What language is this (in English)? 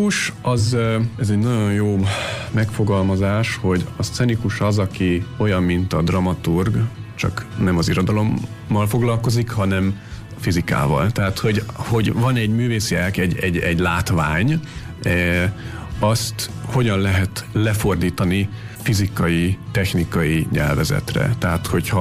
Hungarian